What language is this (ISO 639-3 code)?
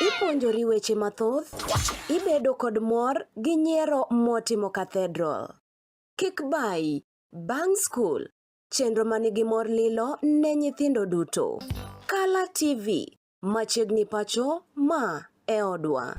luo